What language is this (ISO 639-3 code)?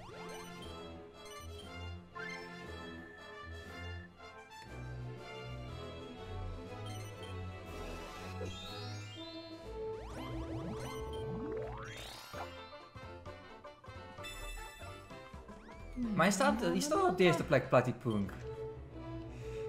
nld